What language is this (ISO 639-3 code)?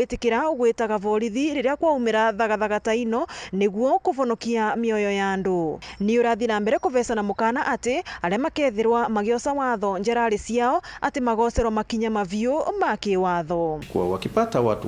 mer